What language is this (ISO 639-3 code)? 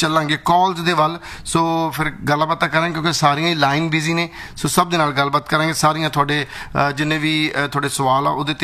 pan